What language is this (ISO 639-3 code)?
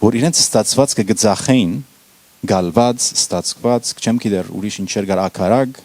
hyw